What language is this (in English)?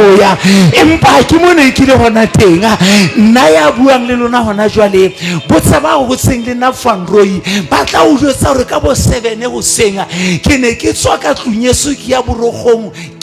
Southern Sotho